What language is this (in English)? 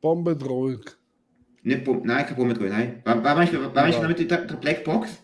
Swiss German